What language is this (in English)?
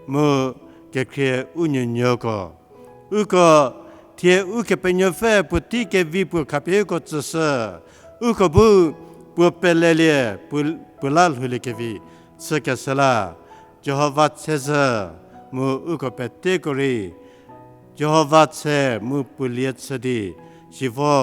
Angami Naga